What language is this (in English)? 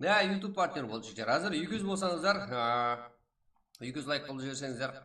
Kara-Kalpak